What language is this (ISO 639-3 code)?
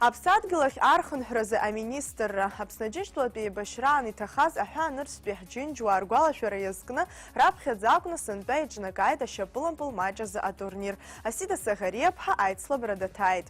abk